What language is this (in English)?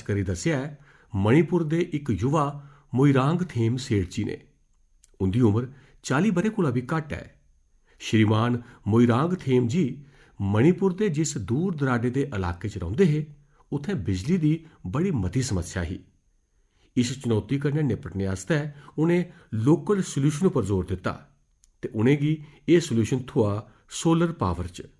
Dogri